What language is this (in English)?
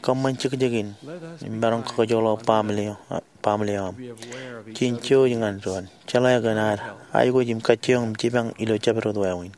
Marshallese